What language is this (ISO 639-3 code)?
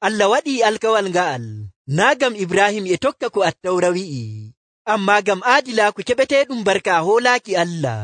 fuv